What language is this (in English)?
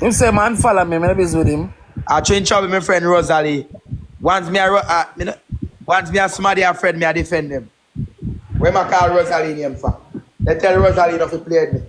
Jamaican Creole English